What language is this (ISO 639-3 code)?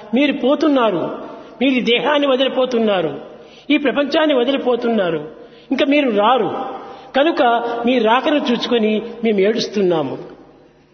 tel